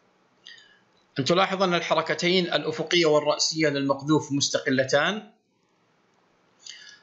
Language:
Arabic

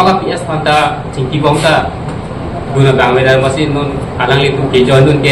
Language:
Karbi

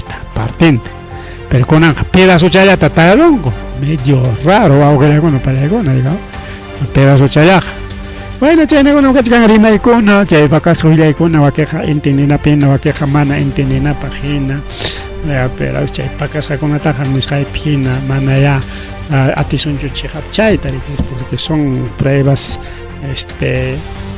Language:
Ayacucho Quechua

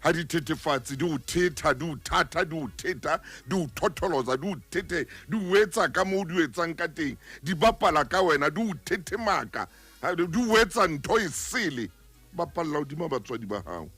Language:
Southern Sotho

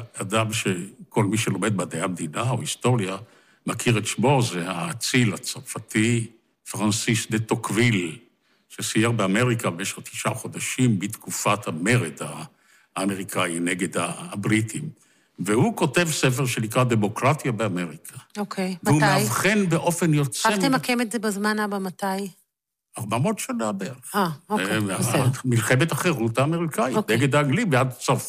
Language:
Hebrew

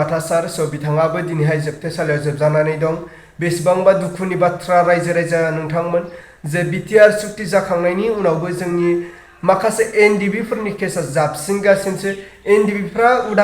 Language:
Bodo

